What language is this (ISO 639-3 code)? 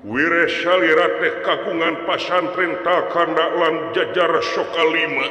sun